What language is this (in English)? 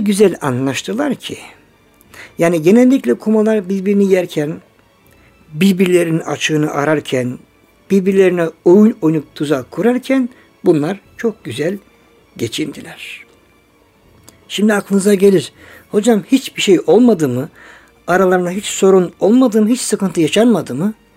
Turkish